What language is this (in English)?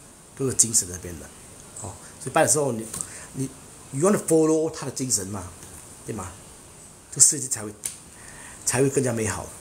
Chinese